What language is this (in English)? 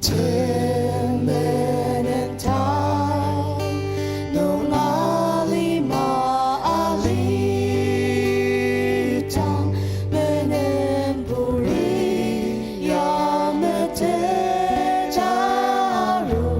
Ao Naga